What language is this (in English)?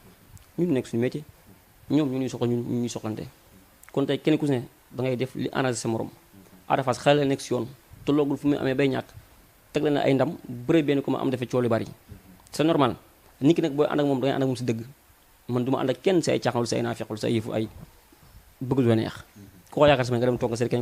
Wolof